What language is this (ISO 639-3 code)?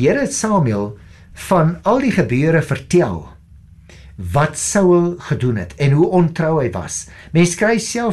afr